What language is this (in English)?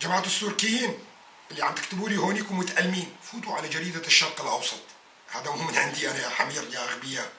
North Levantine Arabic